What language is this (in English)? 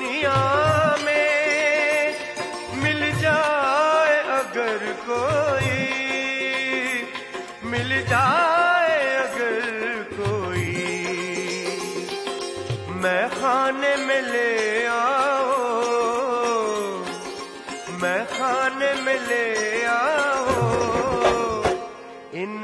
Hindi